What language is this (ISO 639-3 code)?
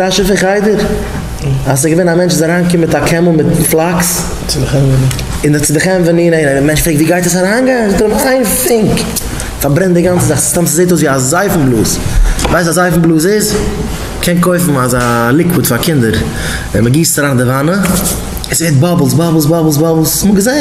yid